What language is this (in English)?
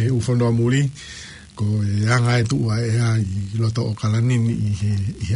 Tongan